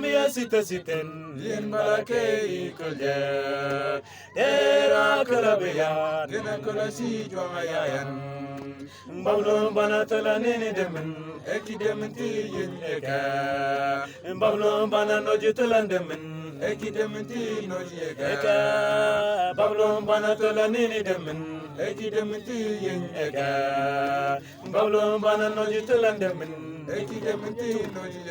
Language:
Mabaan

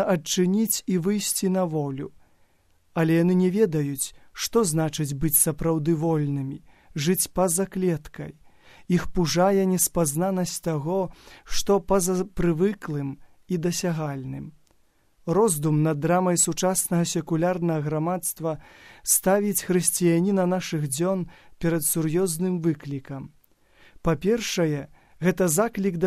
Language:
Belarusian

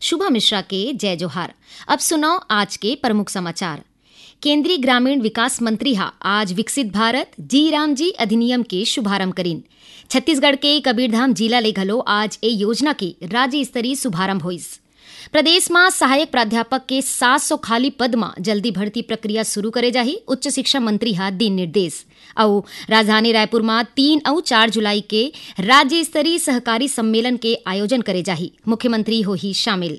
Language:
Chhattisgarhi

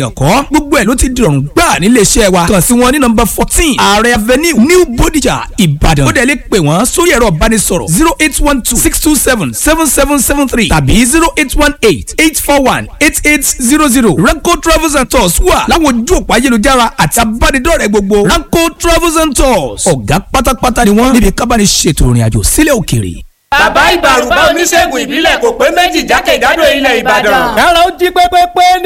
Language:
Yoruba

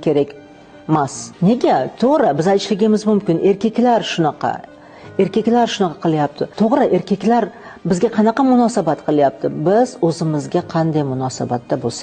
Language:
Uzbek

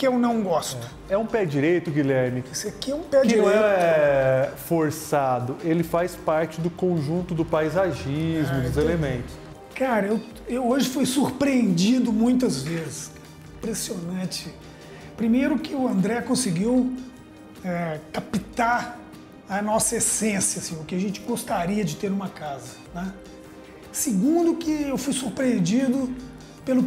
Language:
Portuguese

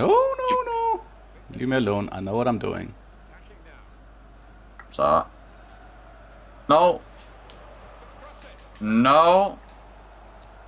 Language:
Danish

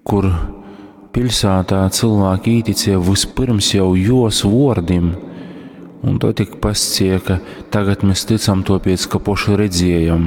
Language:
Latgalian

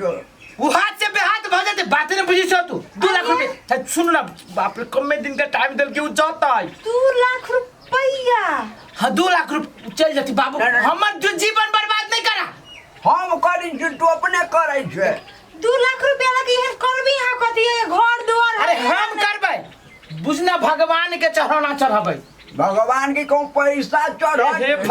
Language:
Maithili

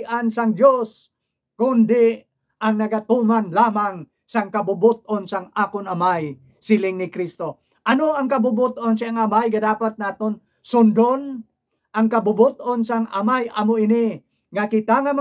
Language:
Hiligaynon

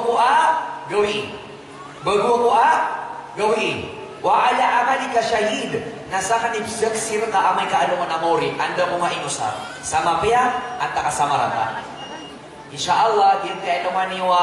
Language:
Maranao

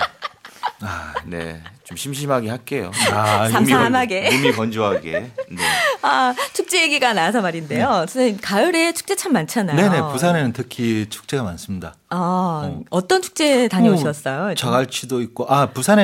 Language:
Korean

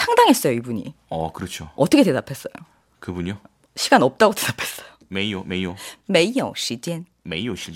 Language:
Korean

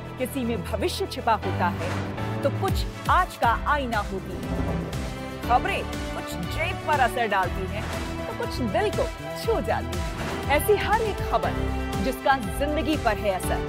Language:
Hindi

